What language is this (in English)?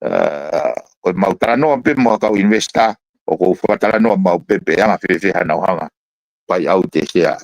Tongan